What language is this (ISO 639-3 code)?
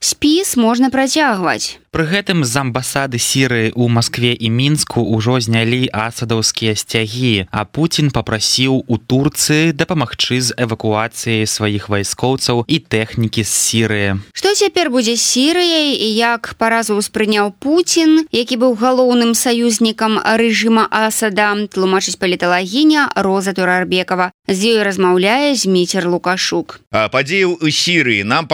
bel